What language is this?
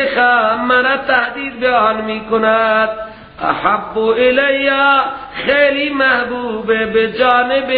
Persian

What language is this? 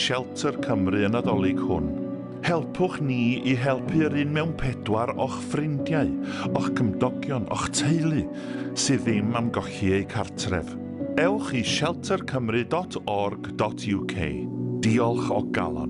Welsh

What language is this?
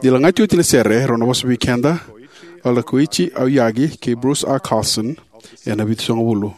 Fijian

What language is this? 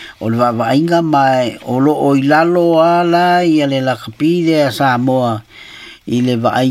Samoan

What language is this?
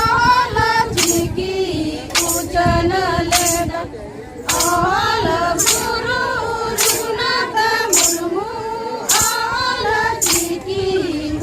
Santali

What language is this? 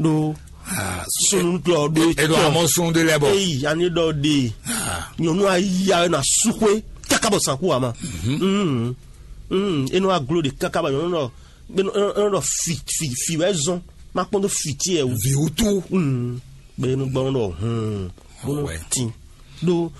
Fon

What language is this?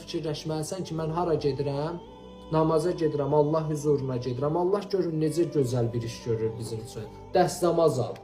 Azerbaijani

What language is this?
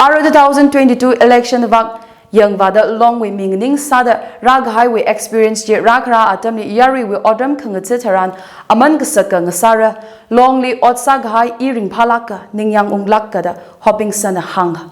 Tangkhul Naga (India)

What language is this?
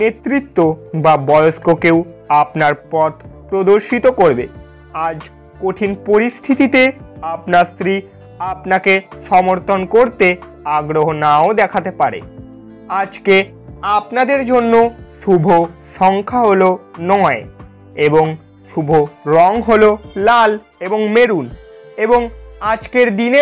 Bangla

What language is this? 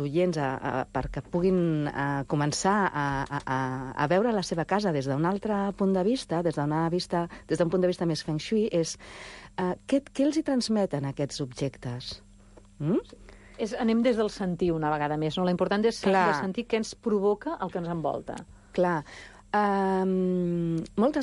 Catalan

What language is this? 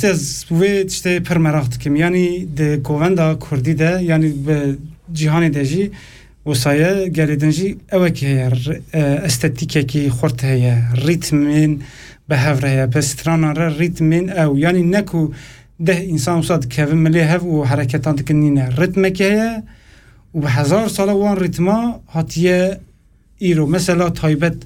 Kurdish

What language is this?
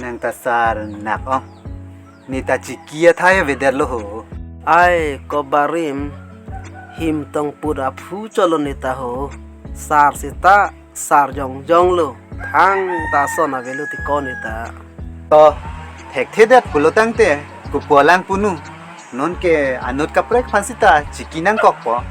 Karbi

